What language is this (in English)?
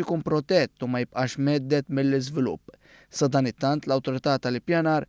Maltese